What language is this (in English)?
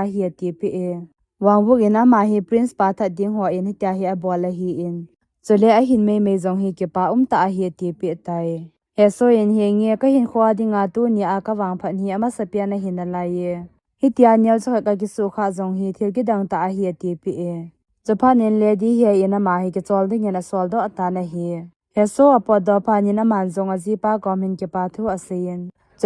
Thado Chin